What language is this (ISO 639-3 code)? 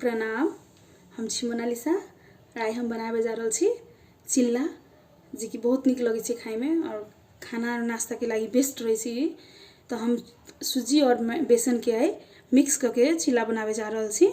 mai